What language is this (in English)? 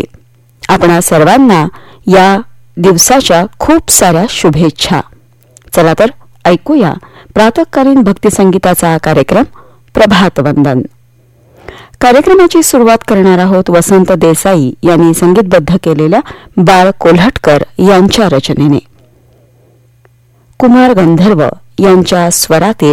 Marathi